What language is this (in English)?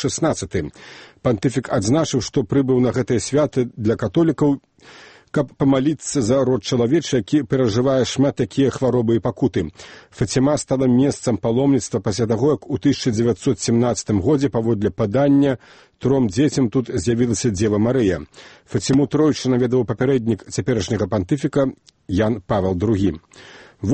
Belarusian